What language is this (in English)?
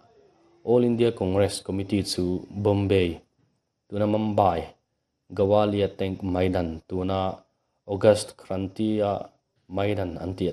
Mizo